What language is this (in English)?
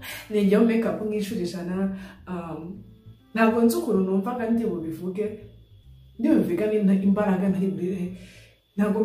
Kinyarwanda